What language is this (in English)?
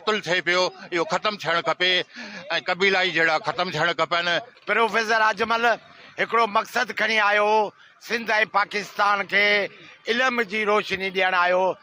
Sindhi